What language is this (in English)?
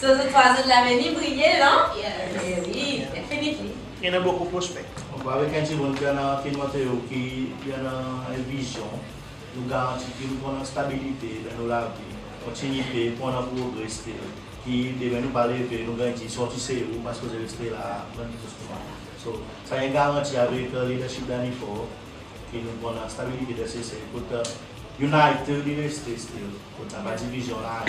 Seselwa Creole French